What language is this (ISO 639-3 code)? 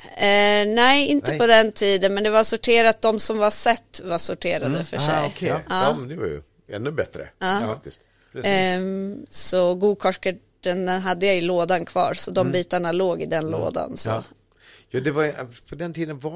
swe